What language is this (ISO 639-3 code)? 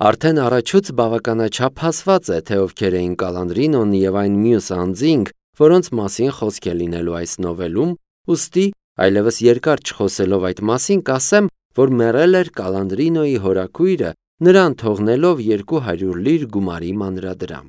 hye